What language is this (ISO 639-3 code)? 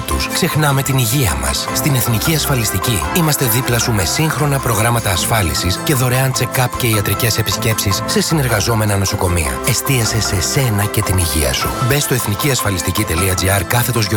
ell